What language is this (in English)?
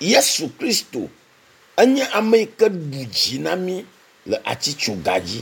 Ewe